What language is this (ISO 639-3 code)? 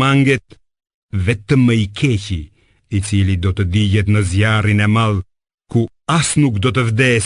sqi